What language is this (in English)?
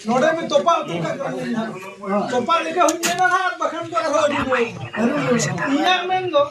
Santali